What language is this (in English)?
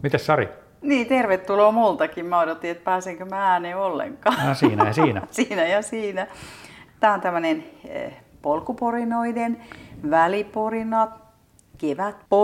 Finnish